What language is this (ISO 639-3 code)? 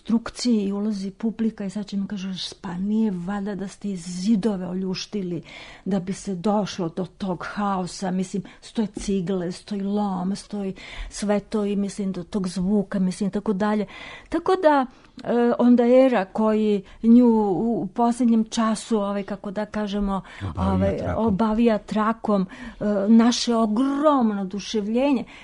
srp